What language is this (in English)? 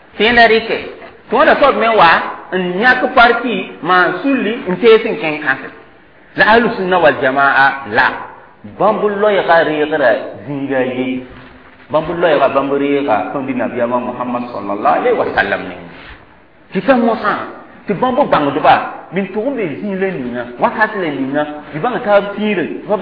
Mossi